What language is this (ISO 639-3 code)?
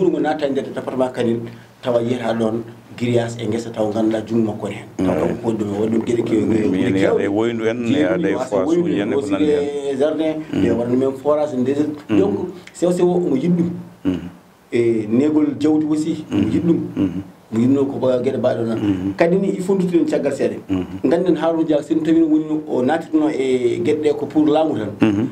ful